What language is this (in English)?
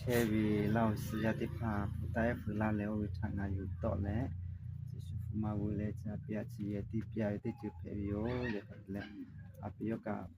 Lahu